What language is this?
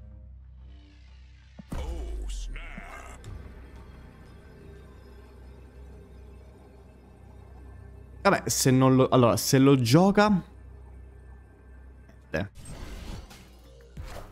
Italian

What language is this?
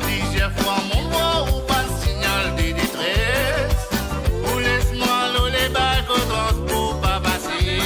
Morisyen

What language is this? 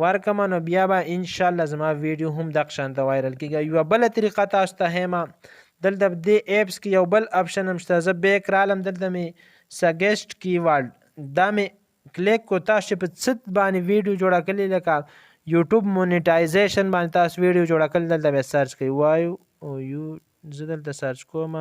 Pashto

